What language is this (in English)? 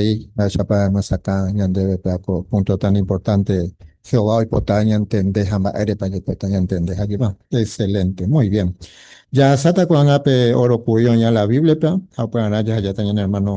Guarani